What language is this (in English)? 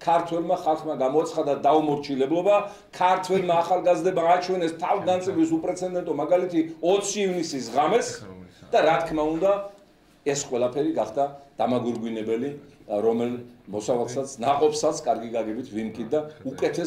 Georgian